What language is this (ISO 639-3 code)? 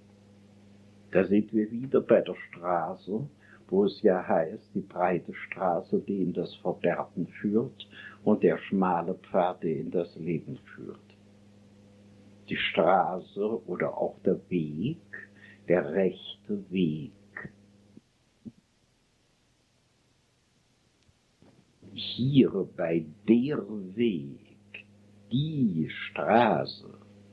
deu